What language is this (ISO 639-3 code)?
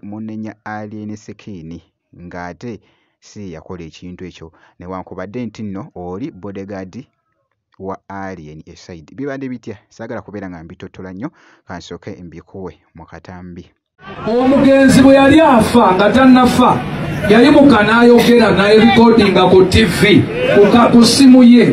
lug